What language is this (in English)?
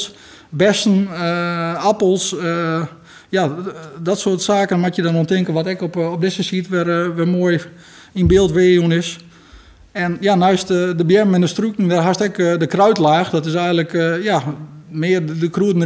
Western Frisian